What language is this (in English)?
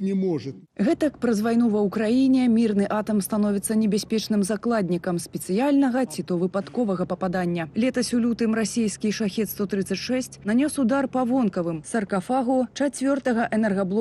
Belarusian